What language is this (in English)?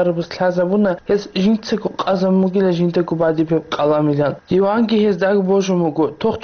Avaric